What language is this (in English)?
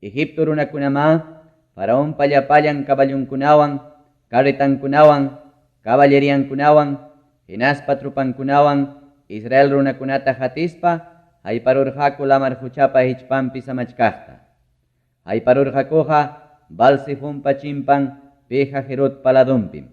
Ayacucho Quechua